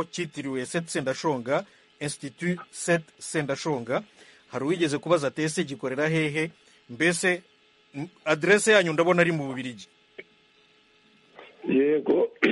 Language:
Kinyarwanda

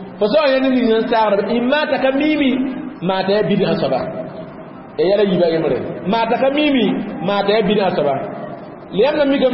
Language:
Mossi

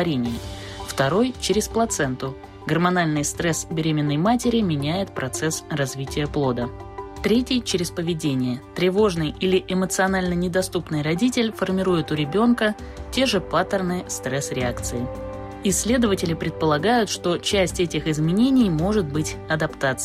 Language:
Russian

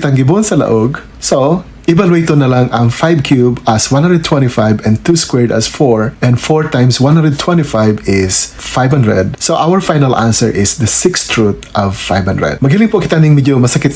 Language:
Bikol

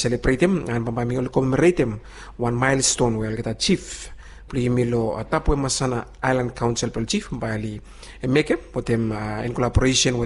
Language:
Bislama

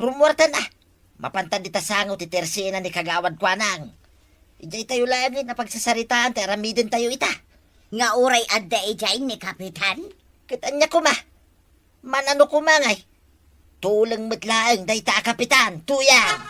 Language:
Iloko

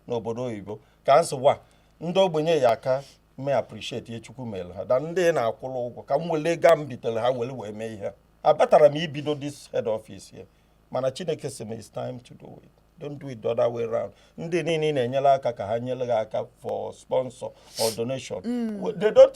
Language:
Igbo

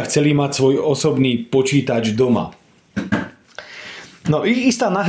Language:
Slovak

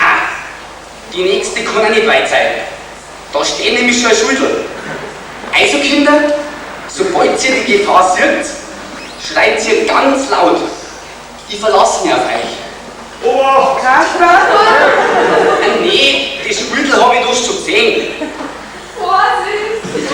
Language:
Bavarian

